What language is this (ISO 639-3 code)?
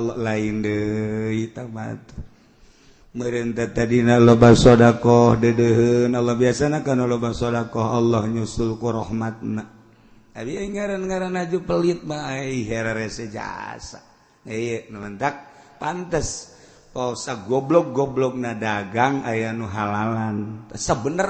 sun